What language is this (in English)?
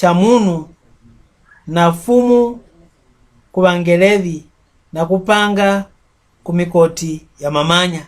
Mbunda